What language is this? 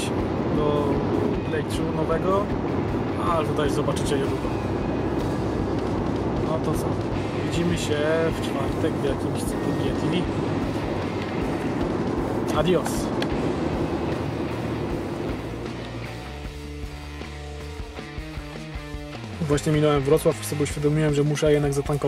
Polish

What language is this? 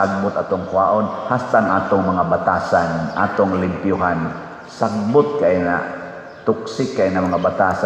Cebuano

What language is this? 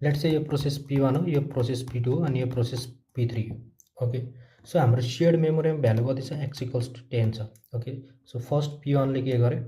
Nepali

